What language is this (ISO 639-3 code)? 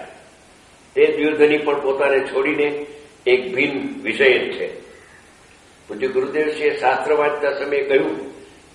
guj